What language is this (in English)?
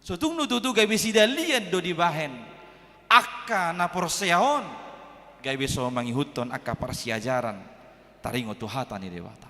Batak Toba